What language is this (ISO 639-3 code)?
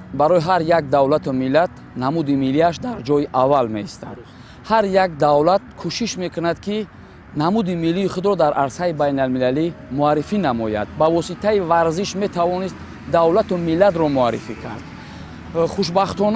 tgk